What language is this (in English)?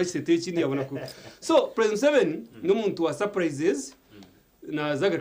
Nyankole